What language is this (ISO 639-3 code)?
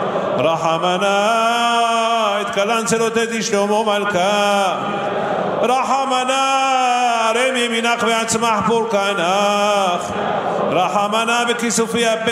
heb